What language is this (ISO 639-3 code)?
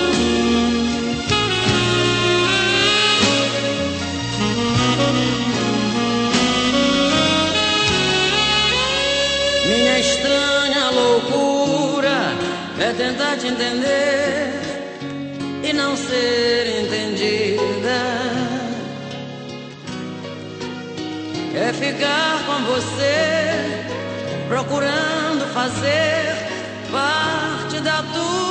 por